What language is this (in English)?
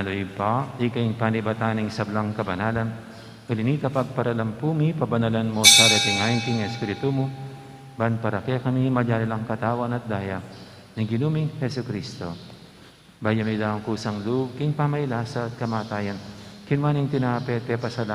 Pampanga